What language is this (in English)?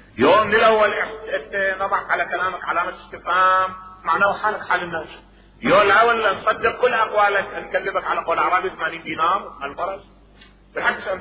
Mesopotamian Arabic